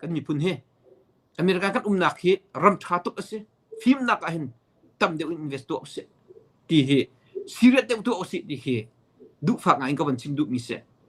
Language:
Hakha Chin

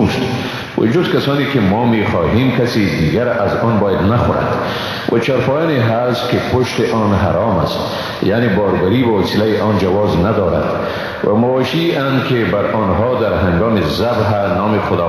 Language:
Persian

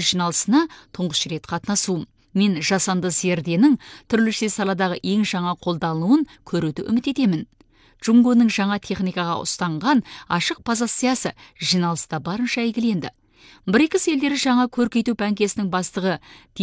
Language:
Kazakh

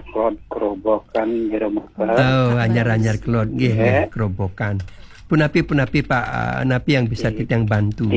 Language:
Balinese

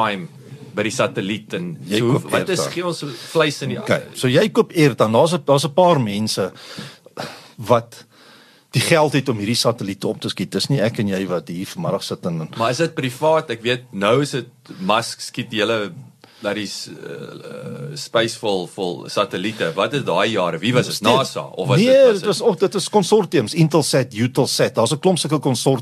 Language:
Afrikaans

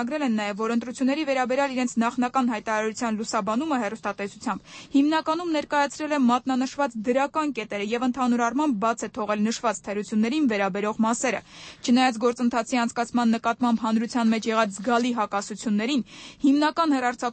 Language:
Armenian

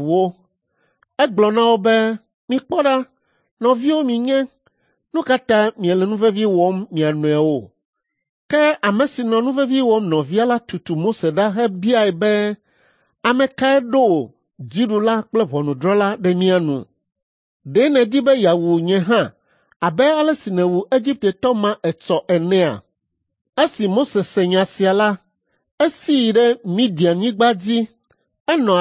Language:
Ewe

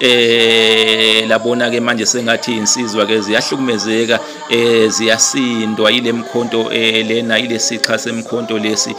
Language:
Zulu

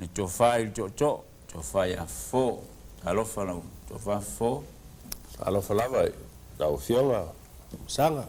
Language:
Samoan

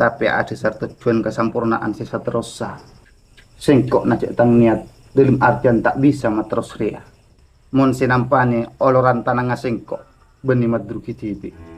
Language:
Madurese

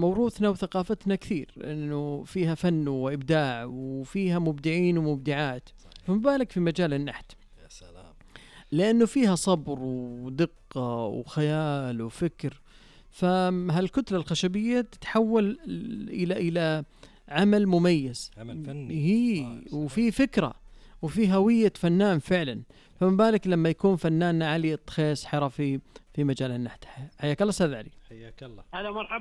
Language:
Najdi Arabic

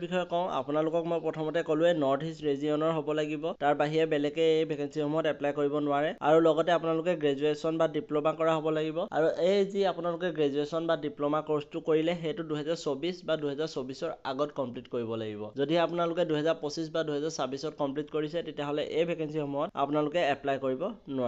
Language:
Assamese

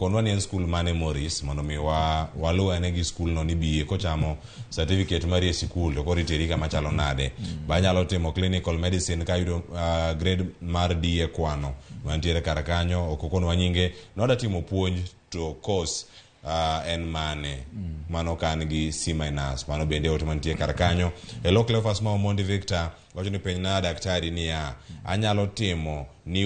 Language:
Luo (Kenya and Tanzania)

